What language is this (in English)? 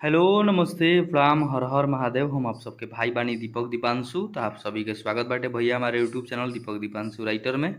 Bhojpuri